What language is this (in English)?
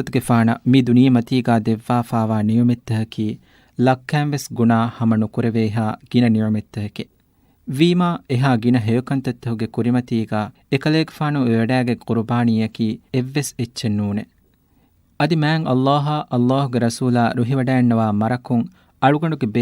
Divehi